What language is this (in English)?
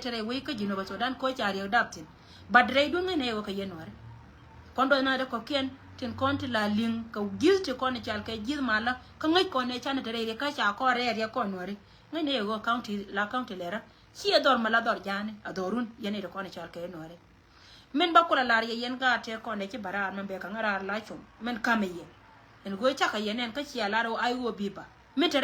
Nuer